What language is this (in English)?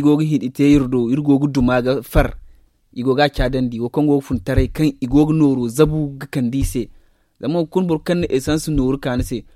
Zarma